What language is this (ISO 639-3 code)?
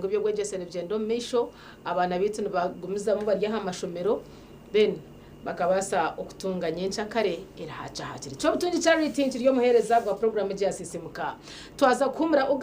nyn